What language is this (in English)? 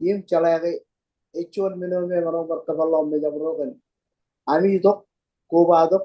Marshallese